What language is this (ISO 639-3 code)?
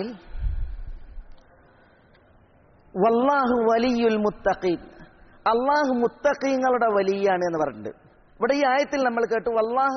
mal